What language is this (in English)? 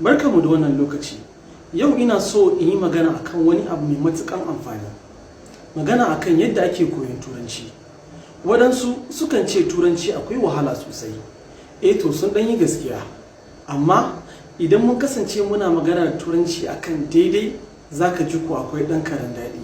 Hausa